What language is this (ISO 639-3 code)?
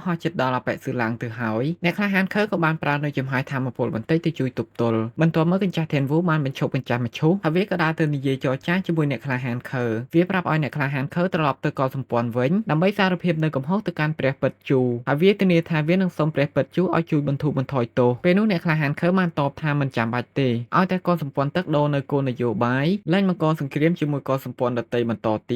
khm